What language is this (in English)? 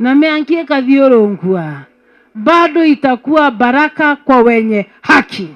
Meru